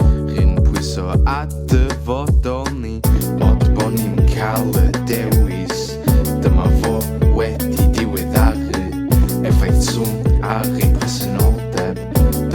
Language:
Welsh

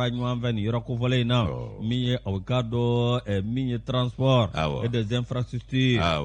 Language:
Bambara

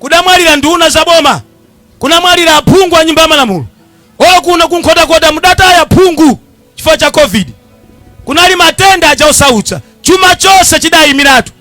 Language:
Nyanja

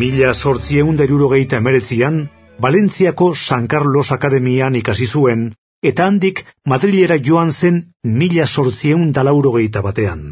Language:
Basque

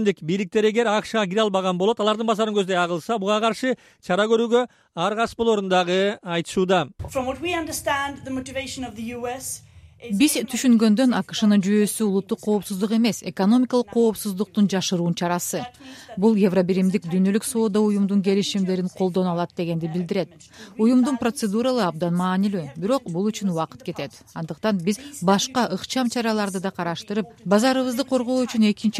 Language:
Kyrgyz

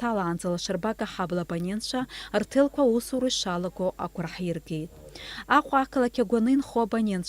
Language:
Abkhazian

